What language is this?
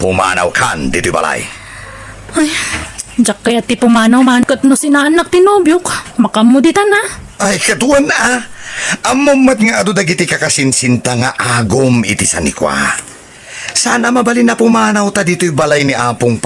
Iloko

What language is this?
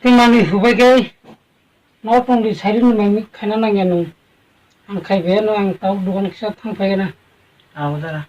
Kok Borok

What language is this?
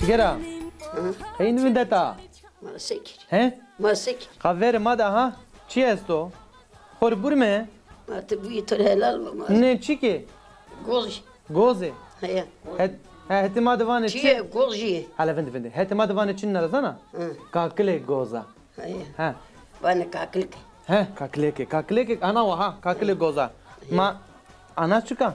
Zaza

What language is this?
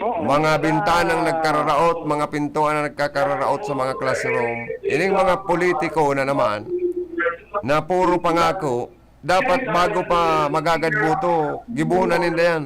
Bikol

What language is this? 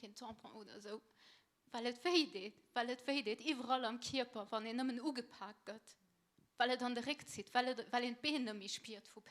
Luxembourgish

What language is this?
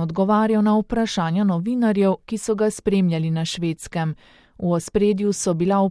Slovenian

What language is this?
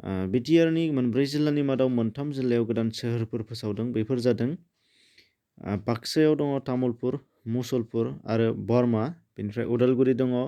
Bodo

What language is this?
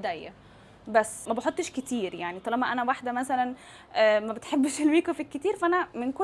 Egyptian Arabic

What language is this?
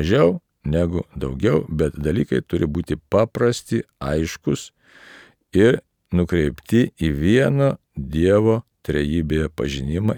Lithuanian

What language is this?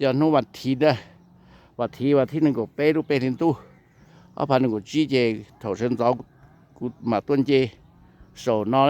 Hmong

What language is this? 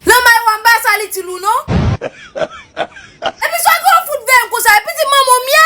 Haitian Creole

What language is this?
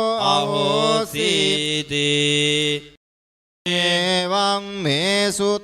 Pali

